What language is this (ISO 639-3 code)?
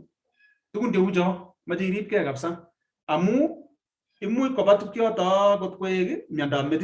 kln